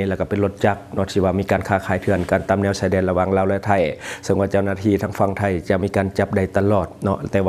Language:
Lao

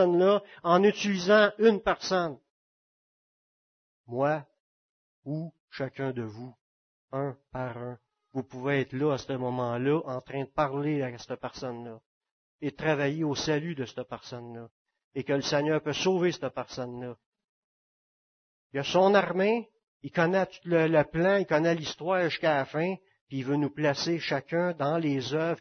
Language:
French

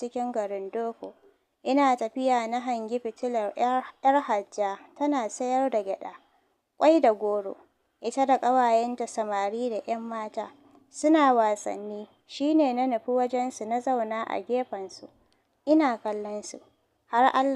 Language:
Hausa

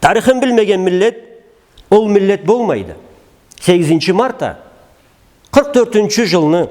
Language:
Karachay-Balkar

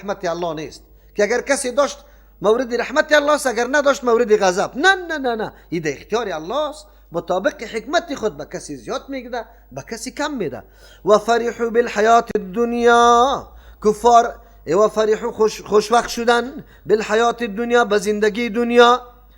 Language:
Persian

